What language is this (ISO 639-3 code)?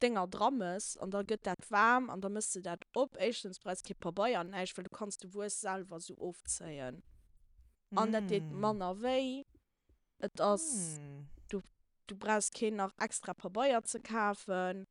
ltz